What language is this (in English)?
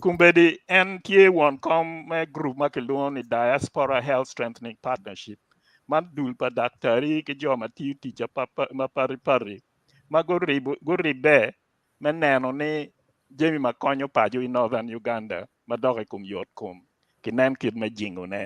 Acoli